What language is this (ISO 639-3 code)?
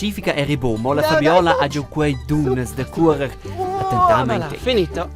roh